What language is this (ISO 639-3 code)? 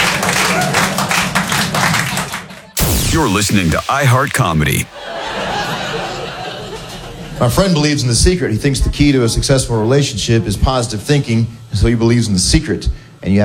eng